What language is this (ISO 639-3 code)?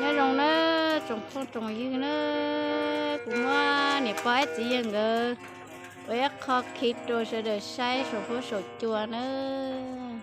hmn